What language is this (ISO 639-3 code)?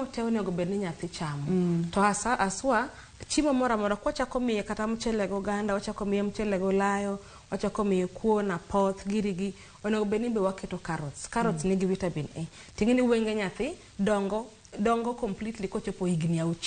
luo